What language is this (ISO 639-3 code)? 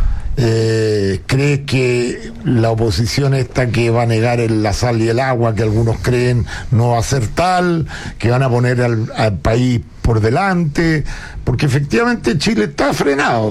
spa